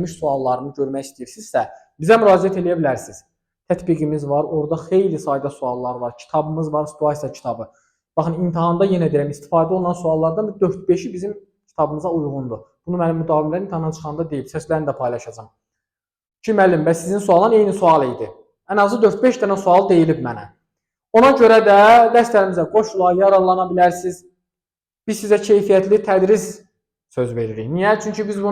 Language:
Azerbaijani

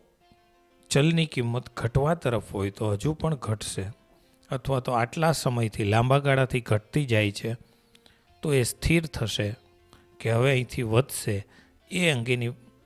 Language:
Gujarati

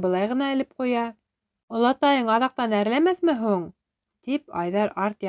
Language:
Bashkir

